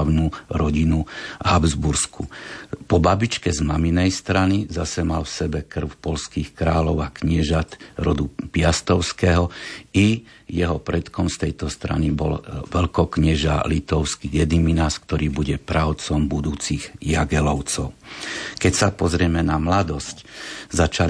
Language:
Slovak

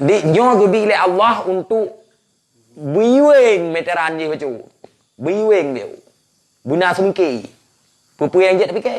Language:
Achinese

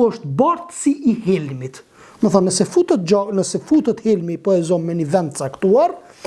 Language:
Albanian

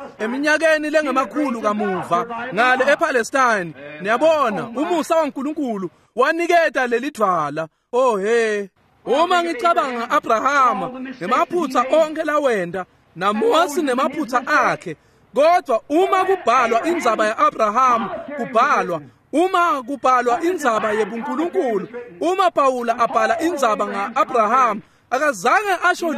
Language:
Swati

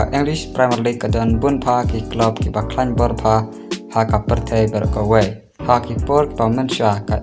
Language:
Khasi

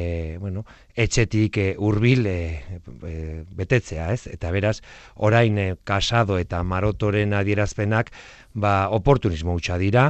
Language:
Basque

